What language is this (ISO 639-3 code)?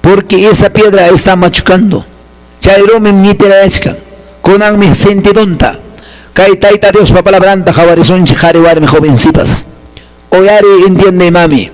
que